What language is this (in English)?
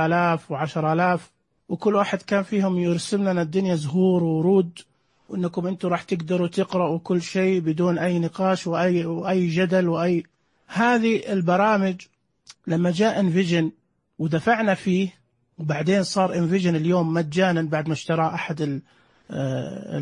Najdi Arabic